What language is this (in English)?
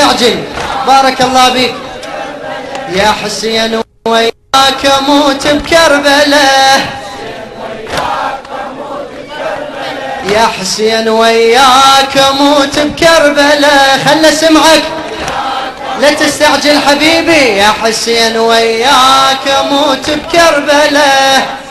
Mesopotamian Arabic